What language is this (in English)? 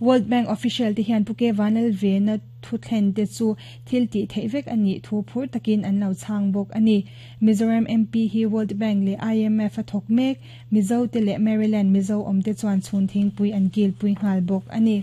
Mizo